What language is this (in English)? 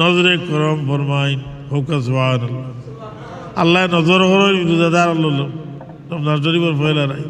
Sylheti